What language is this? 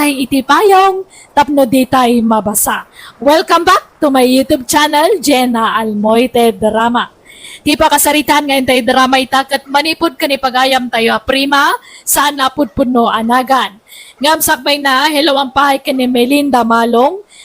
Iloko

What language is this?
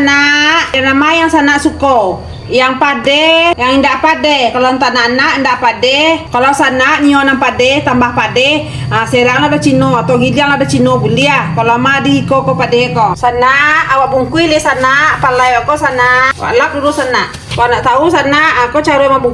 Minangkabau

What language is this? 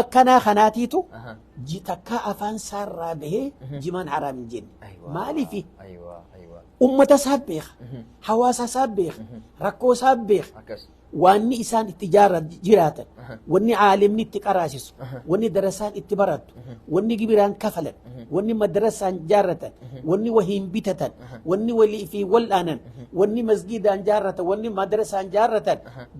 Oromo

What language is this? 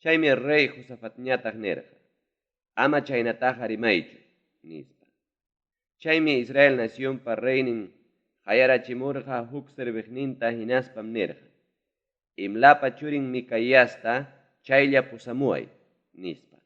Ayacucho Quechua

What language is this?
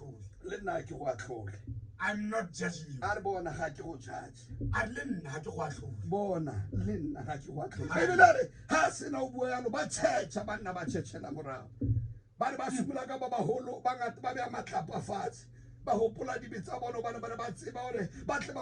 Tswana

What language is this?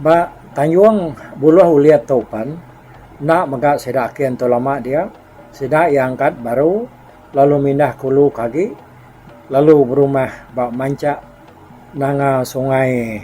Iban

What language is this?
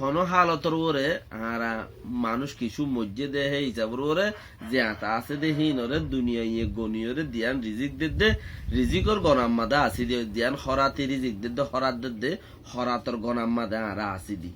Rohingya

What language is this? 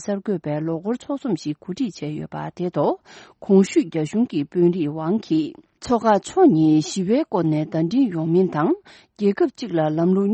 Tibetan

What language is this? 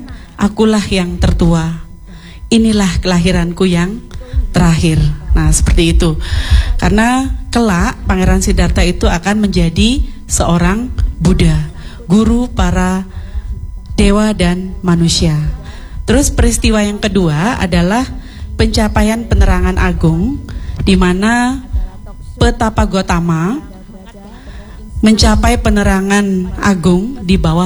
Indonesian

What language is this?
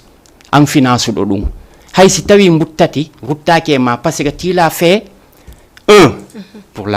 Fula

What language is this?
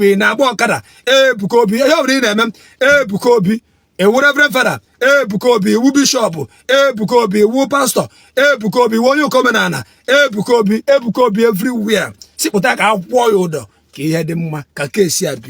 Igbo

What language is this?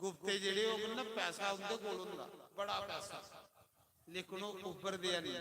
Dogri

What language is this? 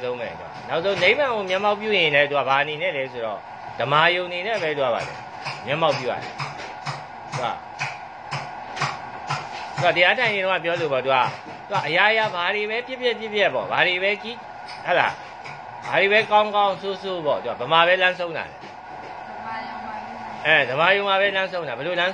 Burmese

